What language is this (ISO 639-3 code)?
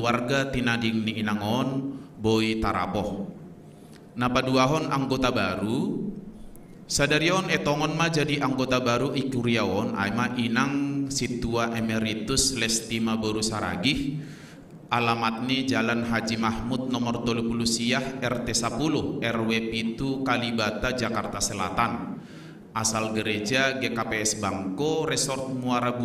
bts